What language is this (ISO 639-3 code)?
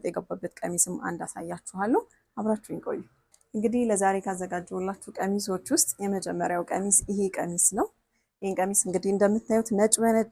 amh